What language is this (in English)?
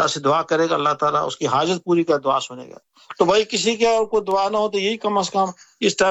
Urdu